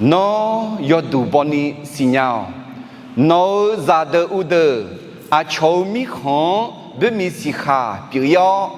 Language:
Akha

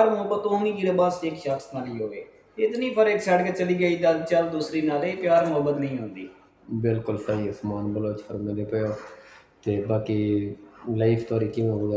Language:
Saraiki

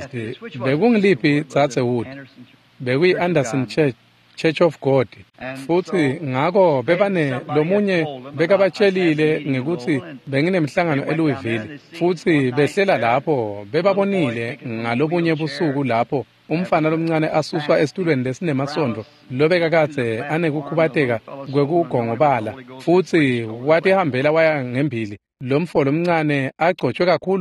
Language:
Swati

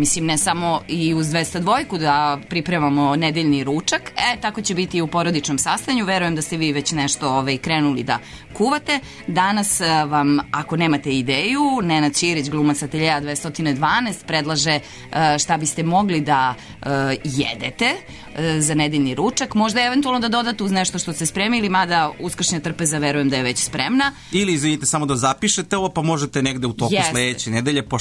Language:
Serbian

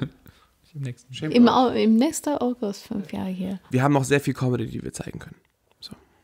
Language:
German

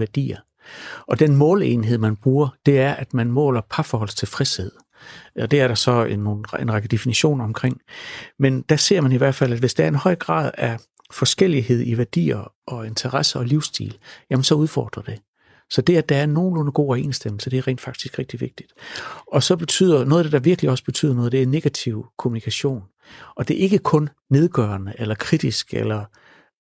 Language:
Danish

